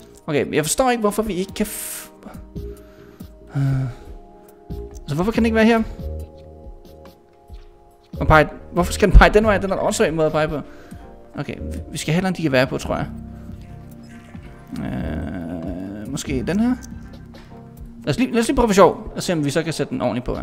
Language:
Danish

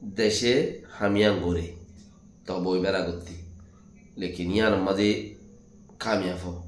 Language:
Rohingya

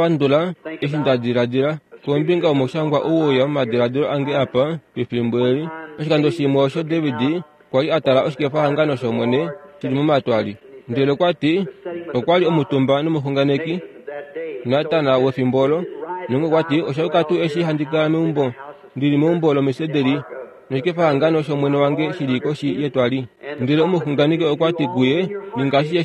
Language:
Kuanyama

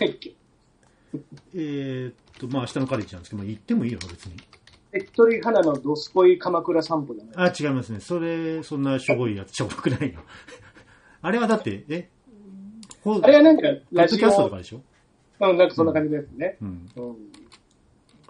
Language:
Japanese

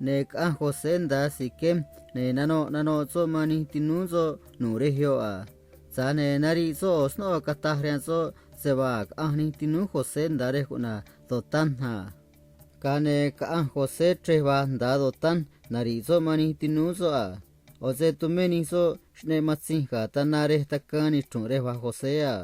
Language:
Copala Triqui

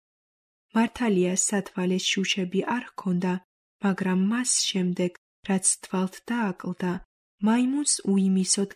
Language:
Georgian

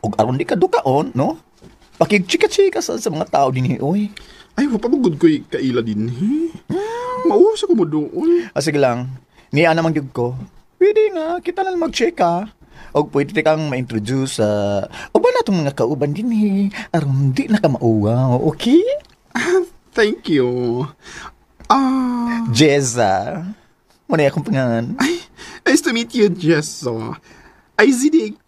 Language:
Cebuano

